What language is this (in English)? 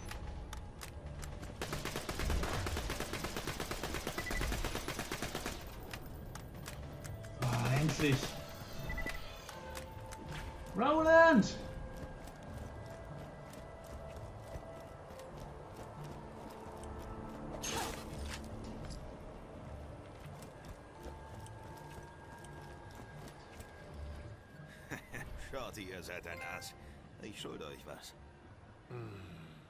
German